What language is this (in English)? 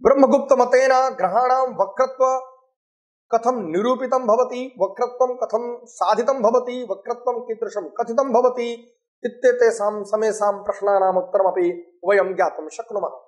Sanskrit